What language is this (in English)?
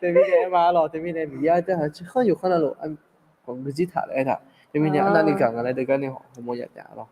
Akha